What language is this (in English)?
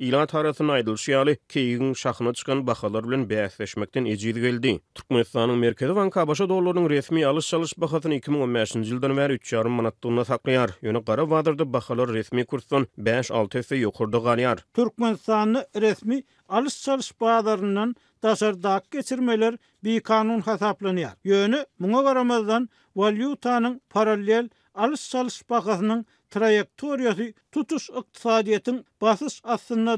Turkmen